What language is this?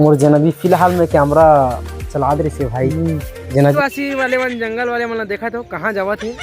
Chhattisgarhi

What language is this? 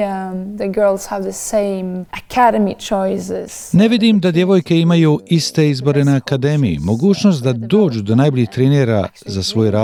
Croatian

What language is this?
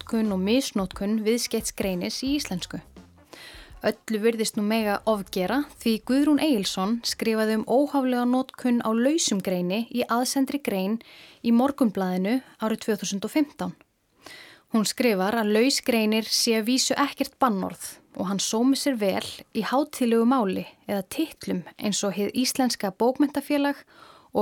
Icelandic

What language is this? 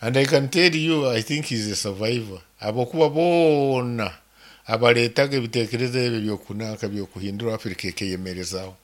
Nyoro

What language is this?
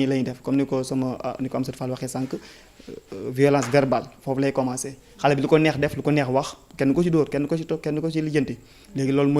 Wolof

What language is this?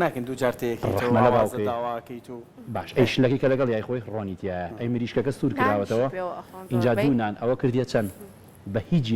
Central Kurdish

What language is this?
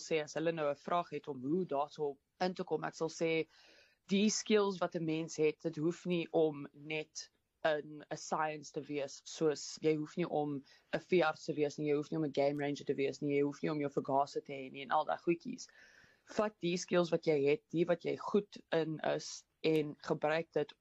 Afrikaans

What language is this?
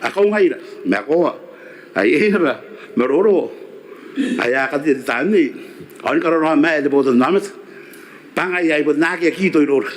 Gilbertese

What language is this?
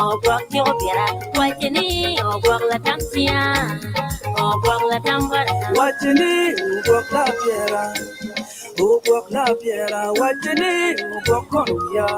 Acoli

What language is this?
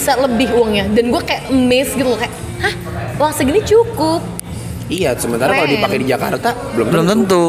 Indonesian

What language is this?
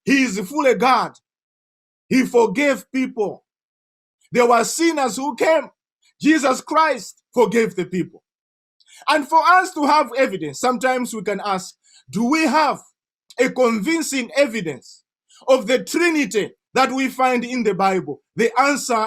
English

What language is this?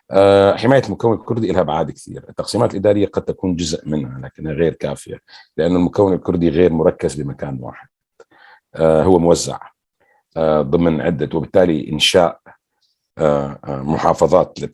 North Levantine Arabic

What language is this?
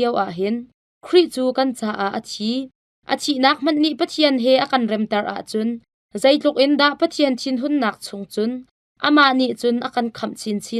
Hakha Chin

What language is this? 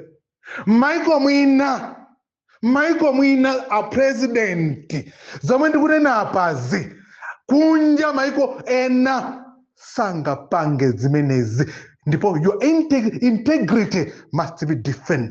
Nyanja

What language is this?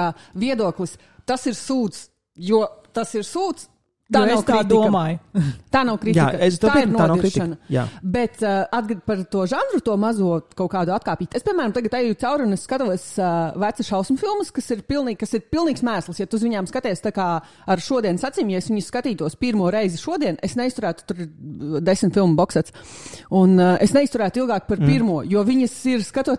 Latvian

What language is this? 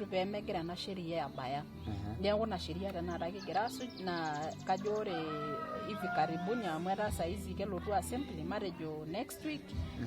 Masai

